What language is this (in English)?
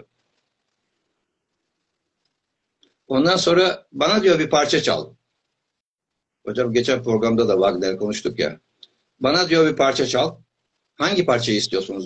Turkish